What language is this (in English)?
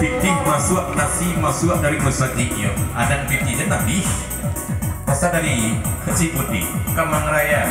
Minangkabau